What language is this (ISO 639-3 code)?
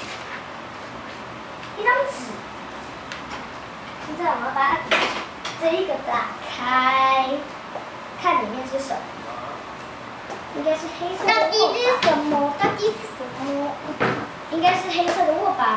zho